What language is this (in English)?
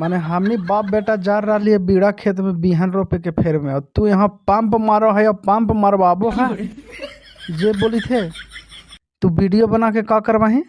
Magahi